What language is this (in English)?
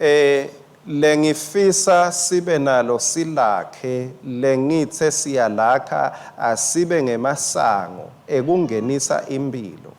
Swati